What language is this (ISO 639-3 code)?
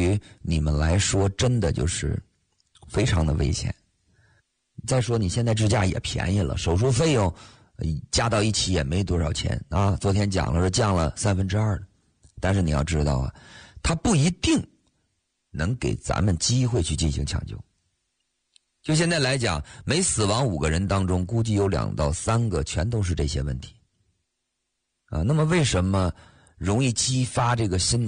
zho